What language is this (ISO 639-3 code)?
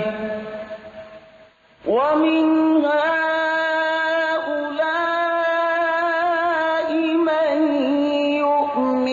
fas